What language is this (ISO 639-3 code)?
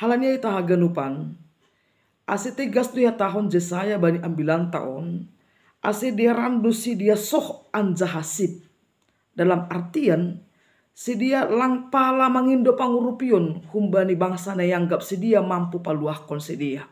bts